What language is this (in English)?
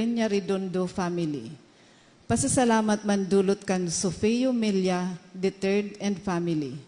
Bikol